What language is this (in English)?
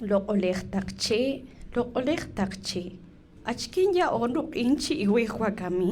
Kaqchikel